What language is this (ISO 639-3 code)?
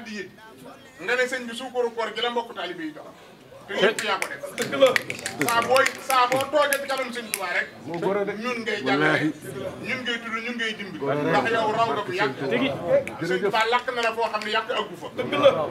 wol